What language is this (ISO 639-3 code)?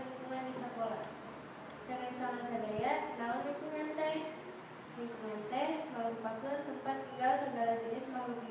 sun